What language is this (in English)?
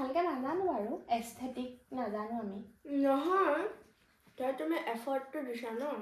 Assamese